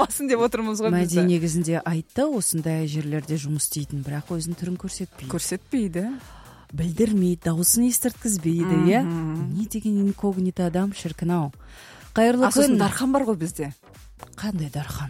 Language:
Kazakh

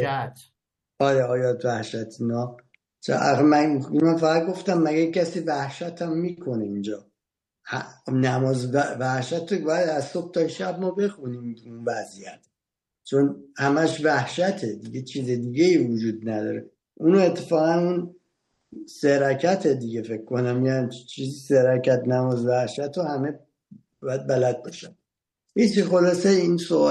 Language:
Persian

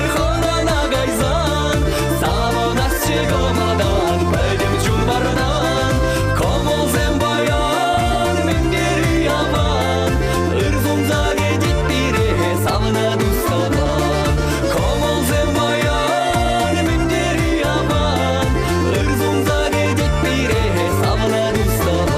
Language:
Chuvash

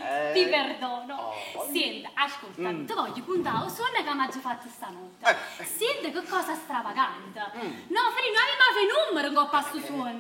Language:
Neapolitan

